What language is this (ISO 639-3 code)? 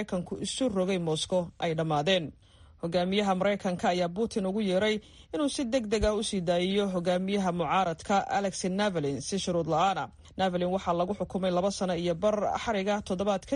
som